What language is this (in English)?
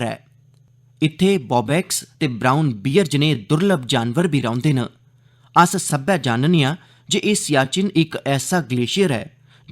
Dogri